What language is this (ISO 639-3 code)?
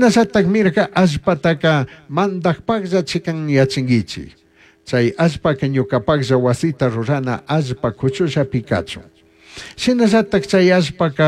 qug